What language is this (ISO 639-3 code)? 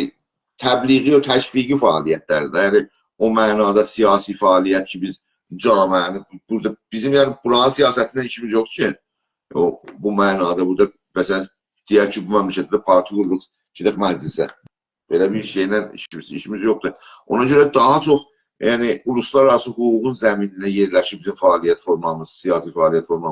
azb